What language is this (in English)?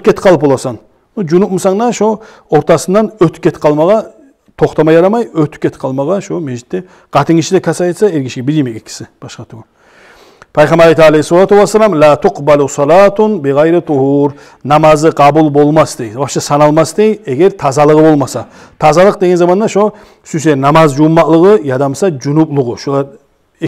Kumyk